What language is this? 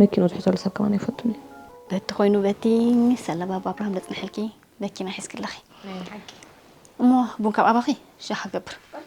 Tigrinya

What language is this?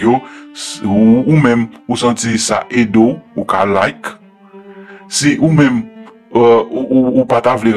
Haitian Creole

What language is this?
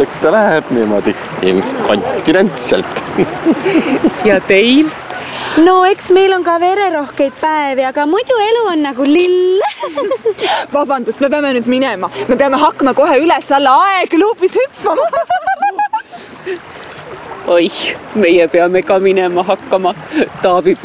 Estonian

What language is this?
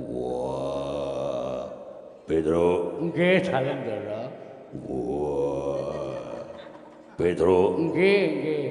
Javanese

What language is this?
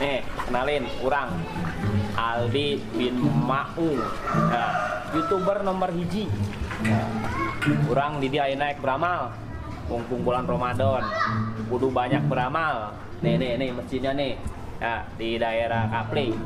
Betawi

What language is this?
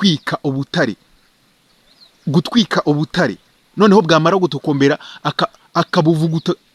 Kinyarwanda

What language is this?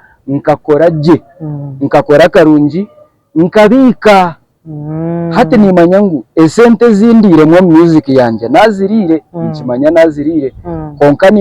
Nyankole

